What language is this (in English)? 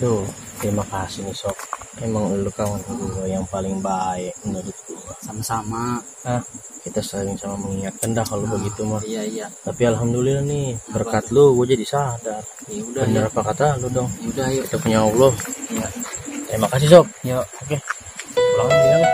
Betawi